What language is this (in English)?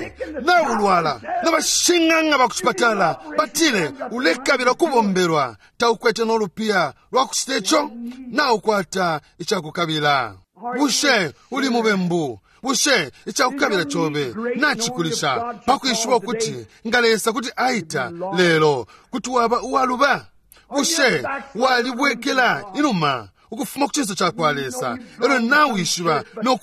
Bemba